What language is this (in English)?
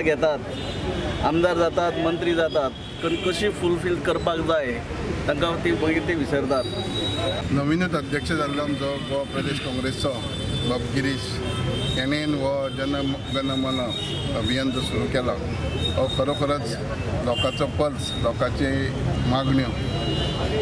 Konkani